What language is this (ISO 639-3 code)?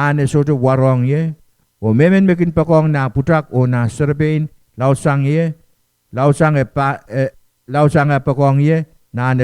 pon